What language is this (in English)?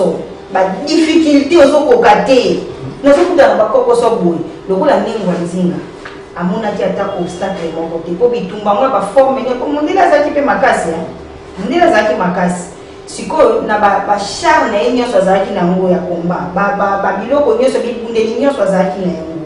Lingala